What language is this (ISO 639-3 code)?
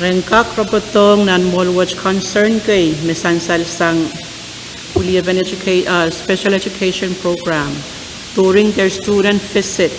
pon